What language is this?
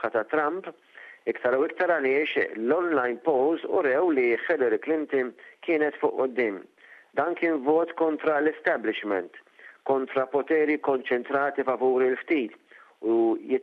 Maltese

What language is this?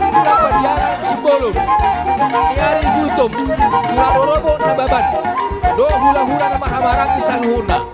Batak Toba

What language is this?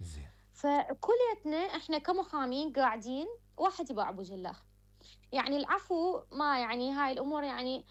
Mesopotamian Arabic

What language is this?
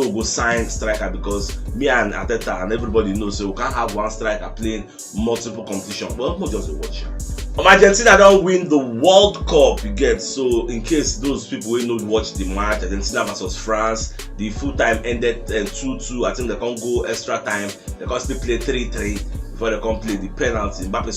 Nigerian Pidgin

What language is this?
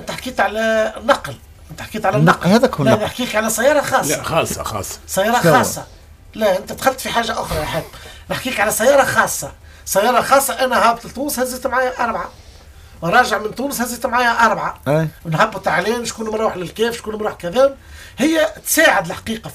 Tunisian Arabic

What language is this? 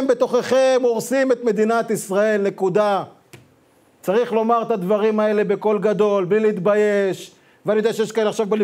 Hebrew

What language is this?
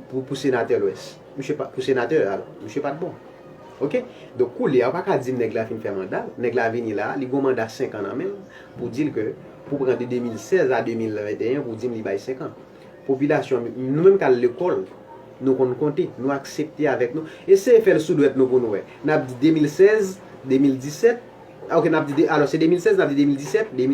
Haitian Creole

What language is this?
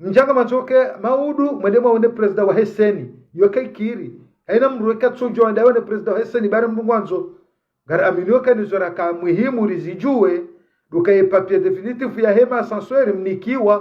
Ngazidja Comorian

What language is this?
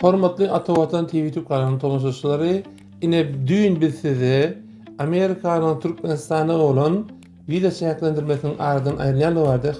Turkmen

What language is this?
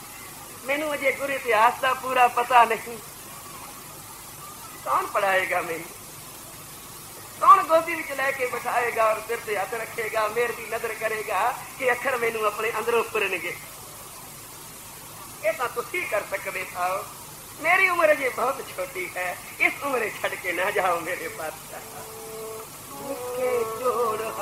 Punjabi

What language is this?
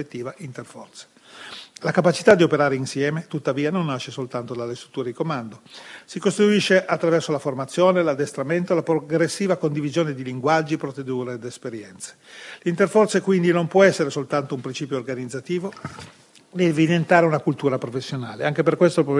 Italian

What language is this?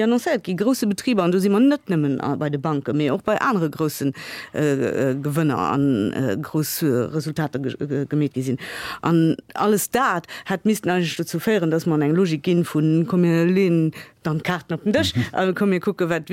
Luxembourgish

